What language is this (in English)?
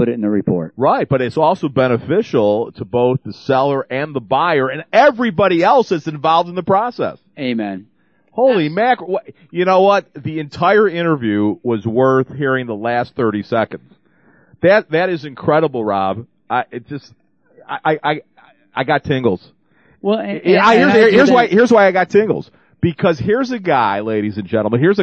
English